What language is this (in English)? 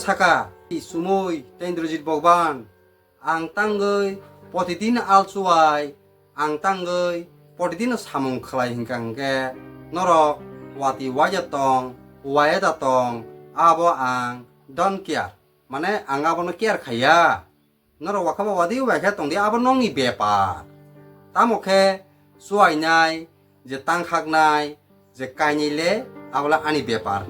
Kok Borok